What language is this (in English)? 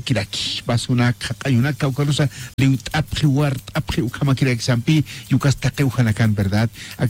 Aymara